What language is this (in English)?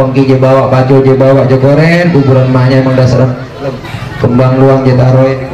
Betawi